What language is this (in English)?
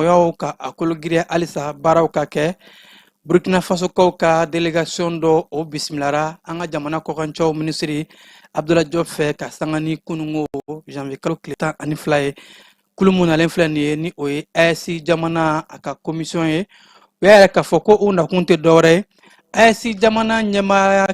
Bambara